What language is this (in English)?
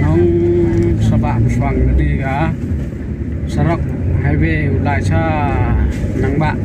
Khasi